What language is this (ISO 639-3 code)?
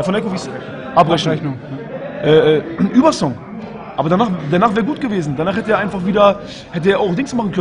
deu